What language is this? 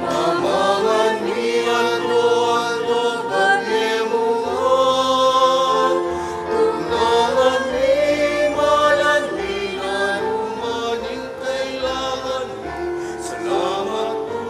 Pampanga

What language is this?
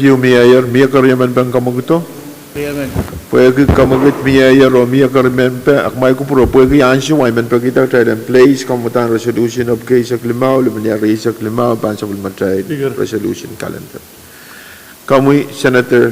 Pohnpeian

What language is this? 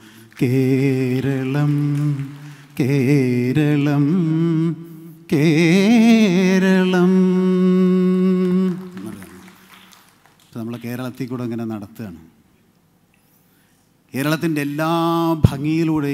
Malayalam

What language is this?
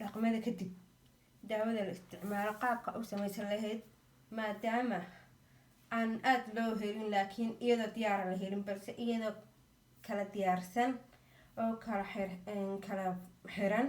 Somali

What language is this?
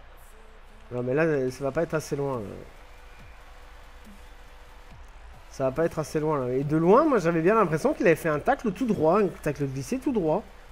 French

